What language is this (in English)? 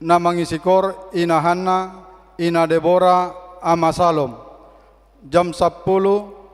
Batak Toba